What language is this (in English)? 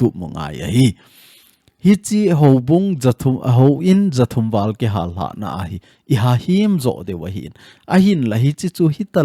Thado Chin